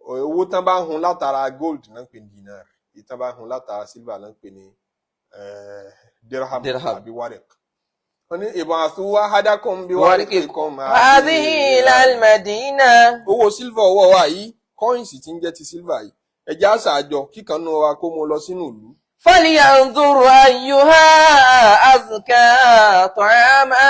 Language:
Yoruba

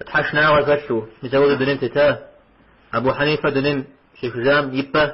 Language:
Kabardian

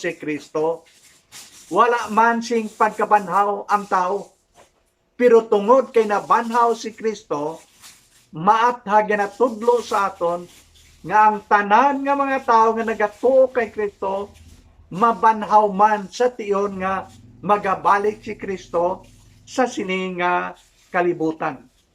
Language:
Hiligaynon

